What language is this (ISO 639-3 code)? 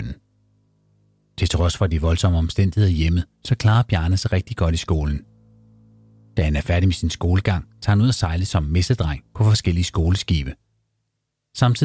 dan